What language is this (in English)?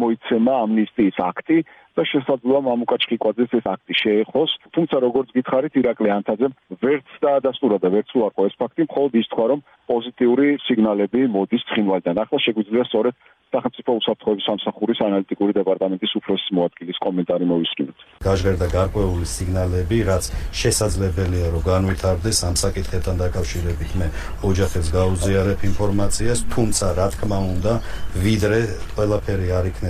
Georgian